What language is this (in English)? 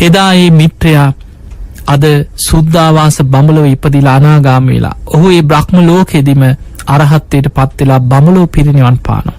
Sinhala